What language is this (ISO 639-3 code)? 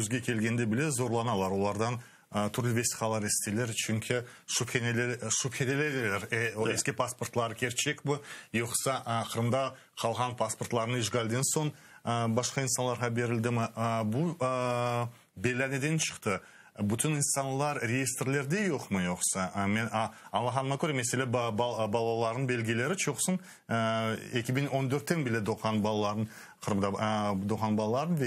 crh